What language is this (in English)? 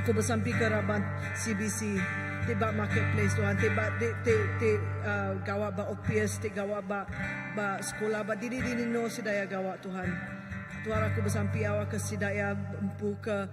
Iban